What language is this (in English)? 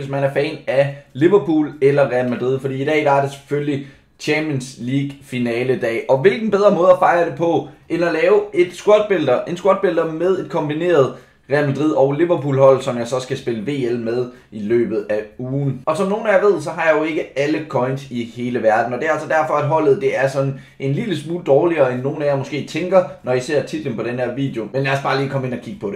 Danish